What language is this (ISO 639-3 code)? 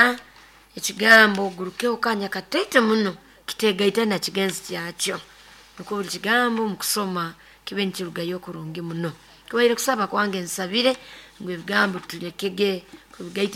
nyo